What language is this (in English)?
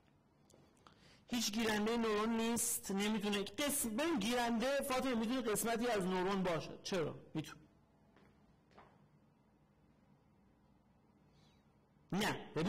Persian